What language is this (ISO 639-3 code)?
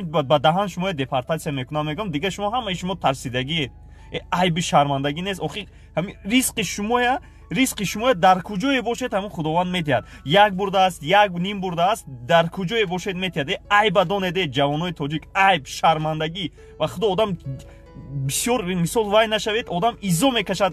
tgk